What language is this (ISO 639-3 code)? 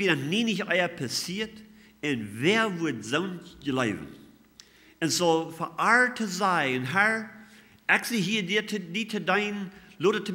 pdt